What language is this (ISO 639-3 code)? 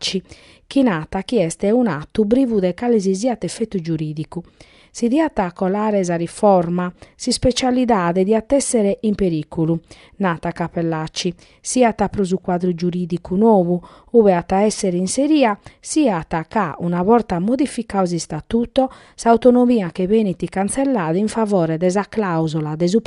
srd